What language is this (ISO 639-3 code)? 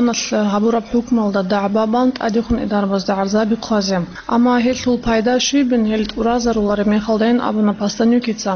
ava